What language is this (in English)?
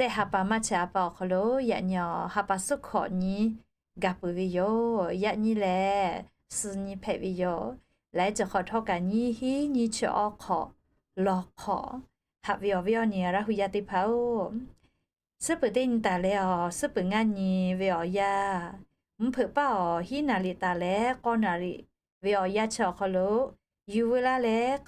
Lahu